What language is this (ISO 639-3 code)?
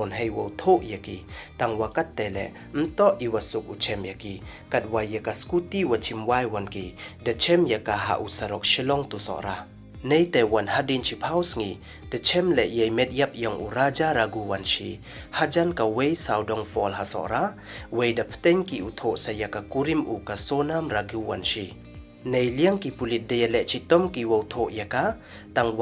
pbv